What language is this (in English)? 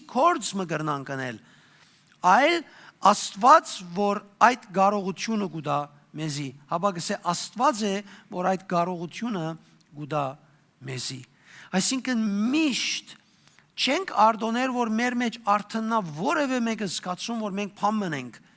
Western Armenian